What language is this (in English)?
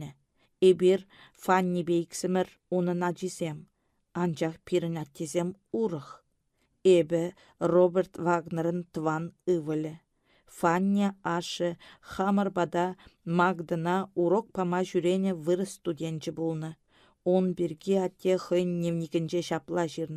Chuvash